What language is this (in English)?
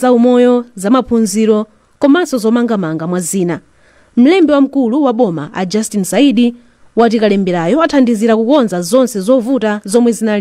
Nyanja